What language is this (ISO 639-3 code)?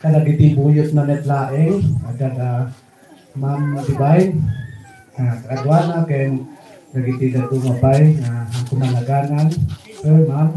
ilo